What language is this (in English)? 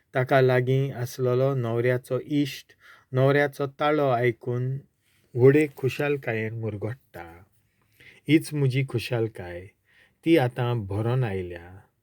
Konkani